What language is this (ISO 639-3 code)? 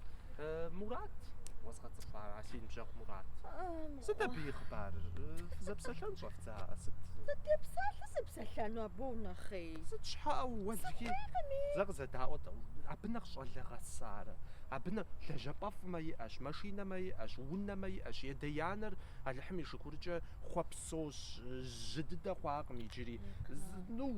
kbd